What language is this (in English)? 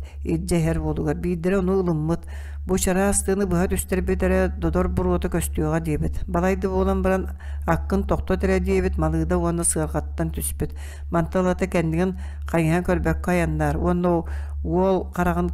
Yakut